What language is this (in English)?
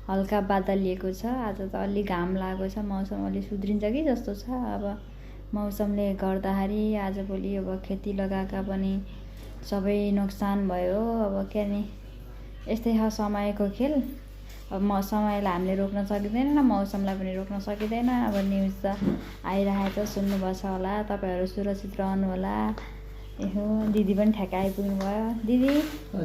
Nepali